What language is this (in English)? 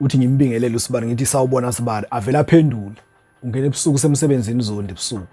Zulu